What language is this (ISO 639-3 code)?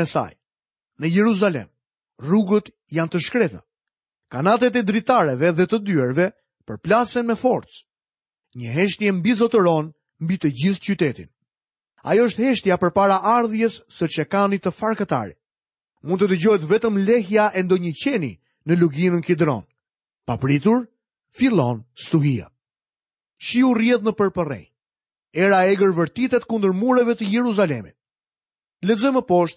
sqi